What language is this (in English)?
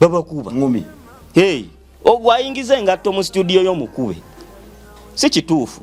Ganda